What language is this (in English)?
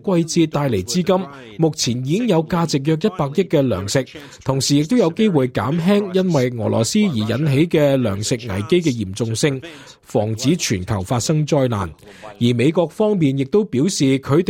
Cantonese